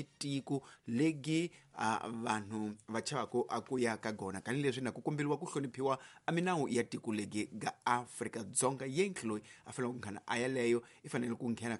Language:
Tsonga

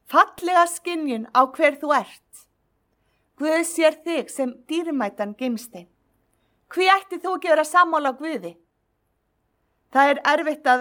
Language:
Icelandic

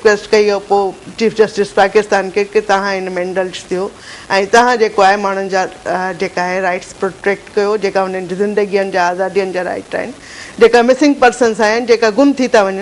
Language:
Sindhi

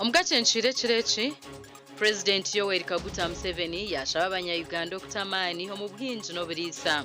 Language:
Nyankole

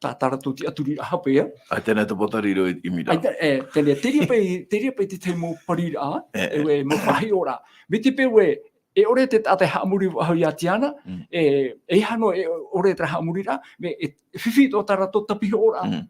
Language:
Tahitian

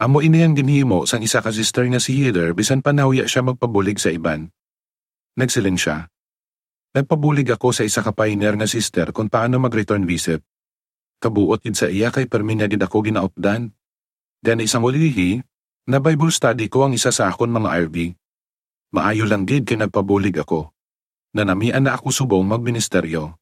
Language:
Hiligaynon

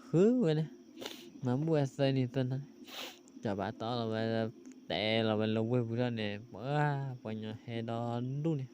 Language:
S'gaw Karen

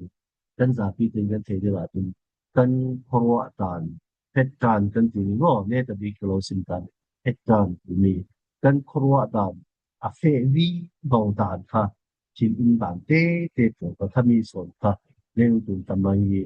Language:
Falam Chin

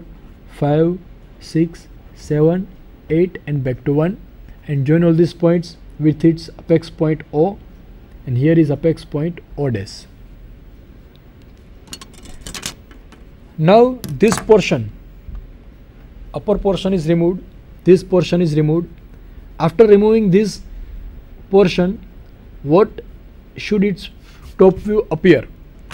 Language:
English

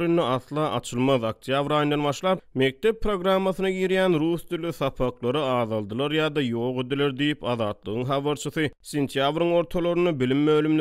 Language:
Turkmen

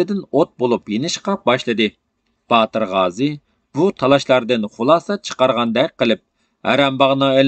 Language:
Uyghur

